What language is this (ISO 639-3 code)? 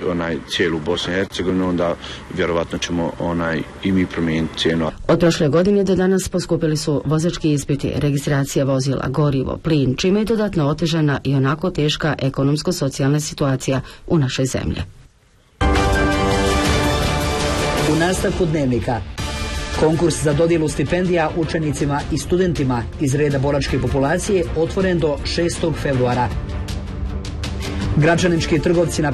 bos